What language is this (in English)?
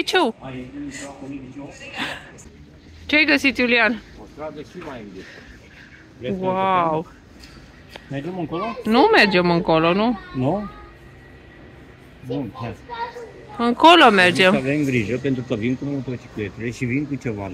Romanian